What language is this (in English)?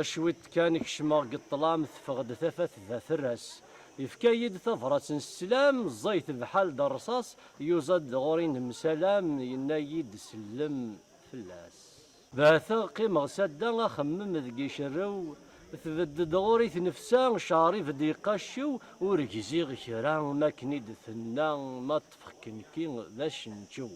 Kabyle